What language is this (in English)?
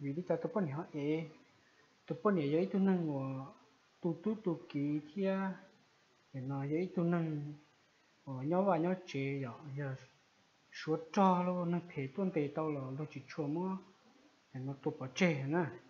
Hmong